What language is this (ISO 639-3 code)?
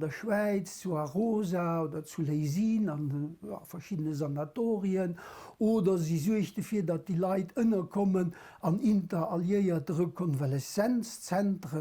ltz